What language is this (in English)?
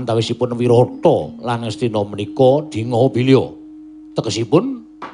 Javanese